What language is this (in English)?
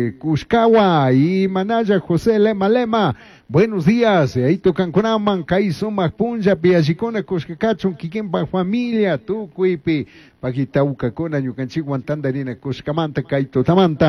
Chimborazo Highland Quichua